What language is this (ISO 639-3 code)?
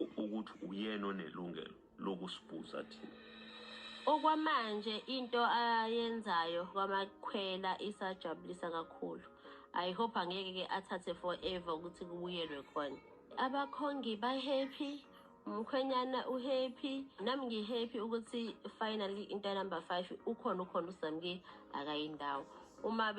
zul